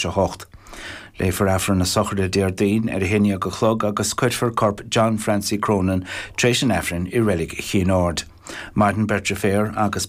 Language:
Irish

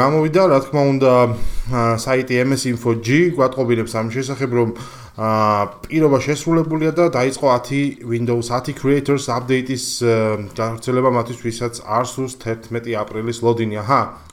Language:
Georgian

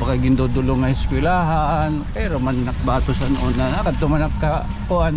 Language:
Waray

